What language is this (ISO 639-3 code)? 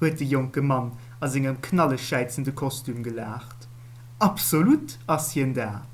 ltz